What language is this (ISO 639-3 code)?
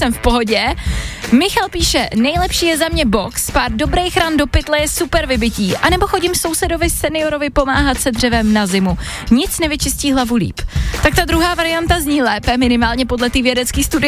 ces